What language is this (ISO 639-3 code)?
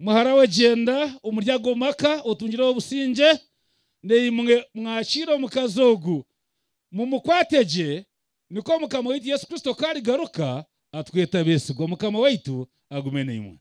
nyn